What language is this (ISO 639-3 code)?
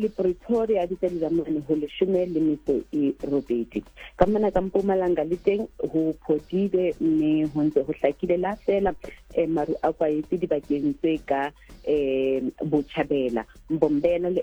sot